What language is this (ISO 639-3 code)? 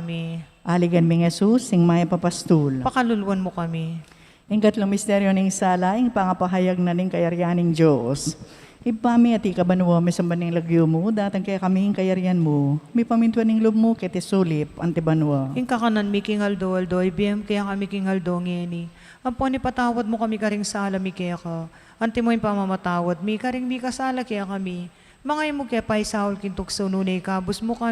pam